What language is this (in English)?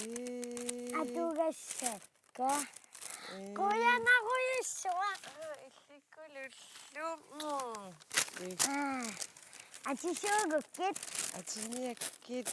Kalaallisut